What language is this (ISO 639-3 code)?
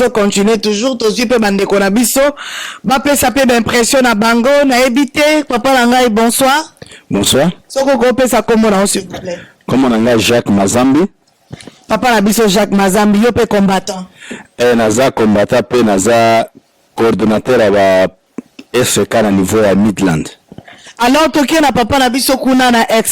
lin